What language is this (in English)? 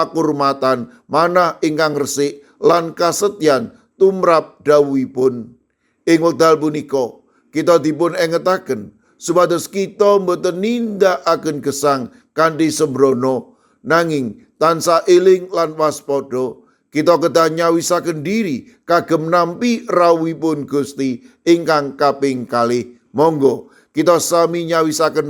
Javanese